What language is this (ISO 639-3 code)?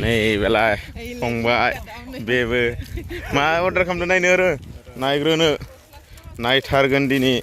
brx